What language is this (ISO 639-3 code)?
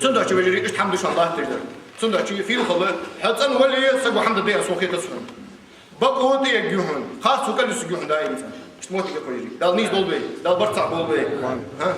inh